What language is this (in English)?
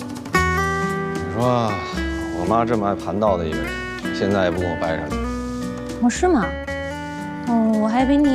Chinese